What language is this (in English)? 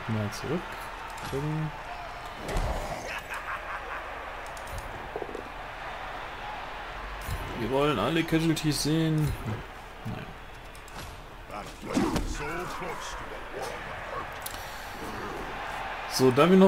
German